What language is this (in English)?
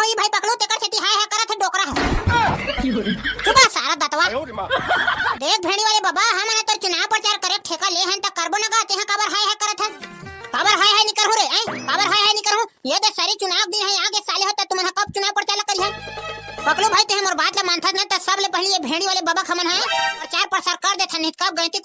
Chhattisgarhi